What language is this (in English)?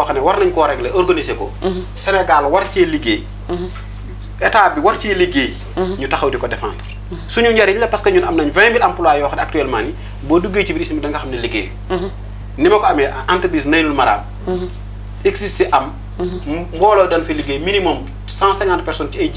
Wolof